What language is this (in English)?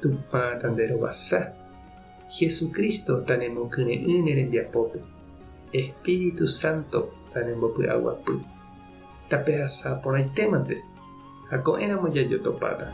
Guarani